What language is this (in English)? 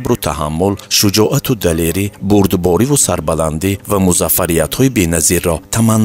Tajik